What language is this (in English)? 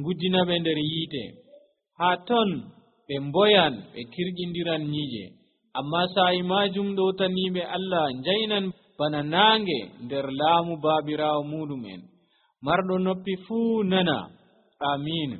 Nigerian Fulfulde